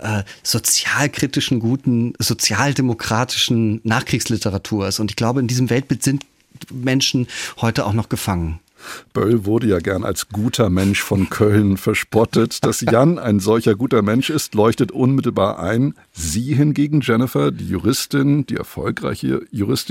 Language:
German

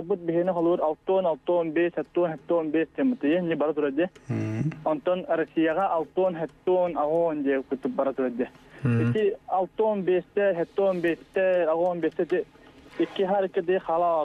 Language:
Yakut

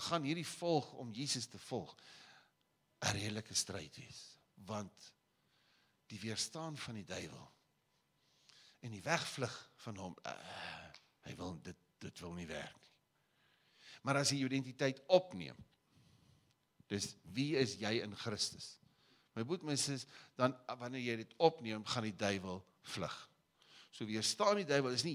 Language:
Afrikaans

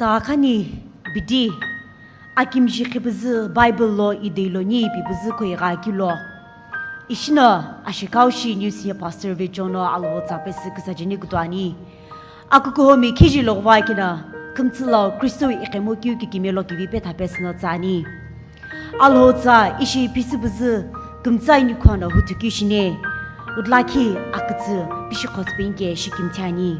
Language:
Sumi Naga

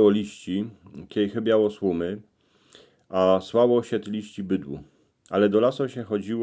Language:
Silesian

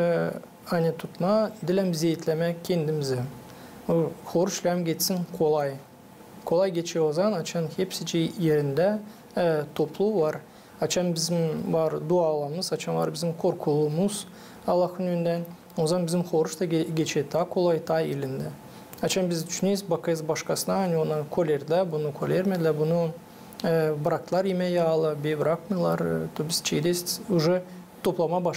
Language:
Gagauz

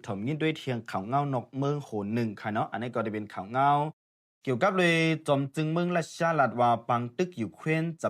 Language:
Shan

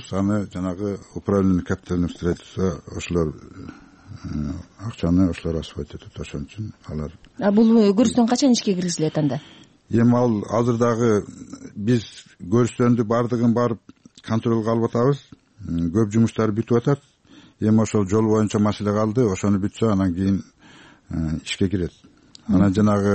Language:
Kyrgyz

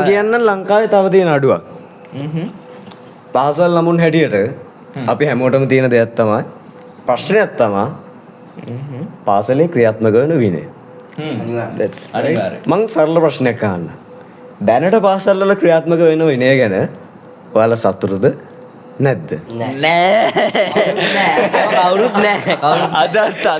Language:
Sinhala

